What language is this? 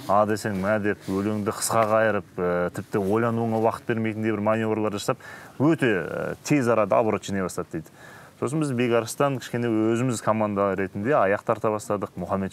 Kazakh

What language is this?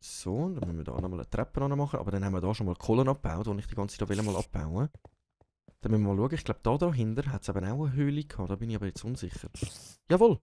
Swiss German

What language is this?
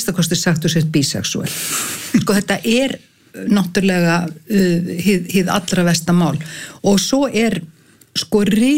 Icelandic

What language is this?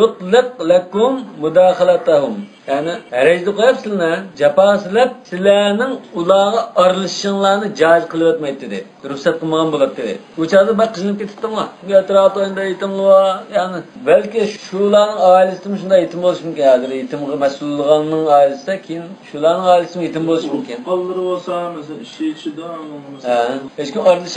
Uyghur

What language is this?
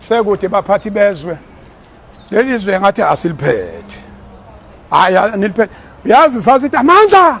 Zulu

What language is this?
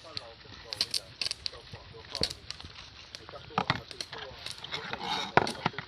Hmong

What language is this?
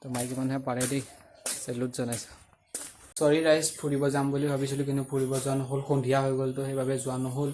Assamese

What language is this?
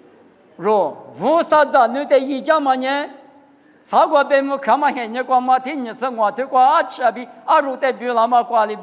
Lisu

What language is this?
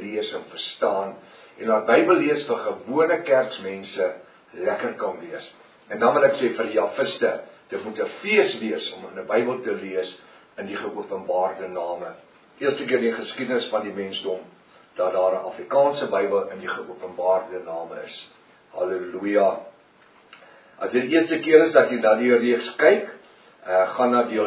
Afrikaans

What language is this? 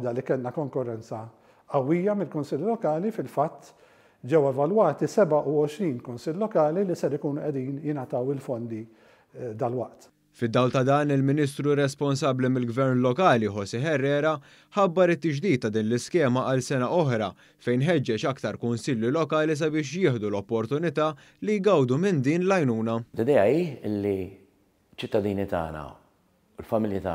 Maltese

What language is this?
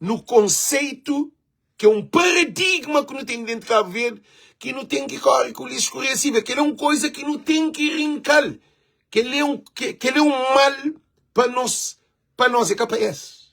Kabuverdianu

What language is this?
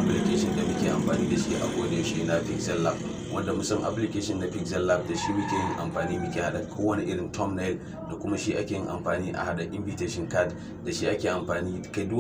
Hausa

